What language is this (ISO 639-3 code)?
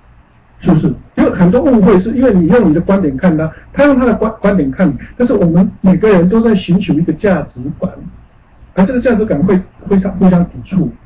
zho